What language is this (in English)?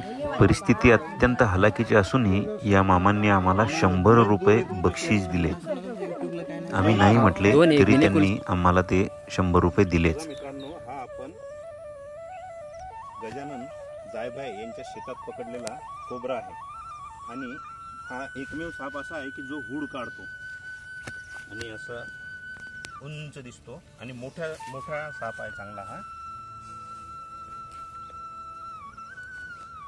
Marathi